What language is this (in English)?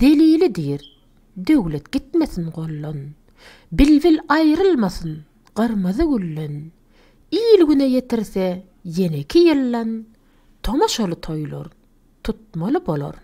Turkmen